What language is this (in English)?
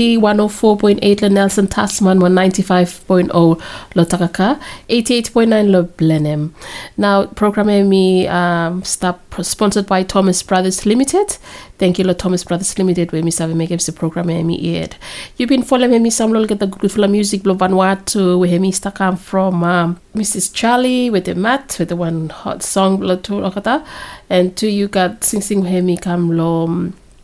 Bislama